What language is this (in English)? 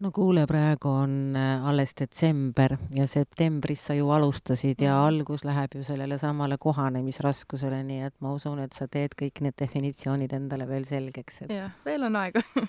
Estonian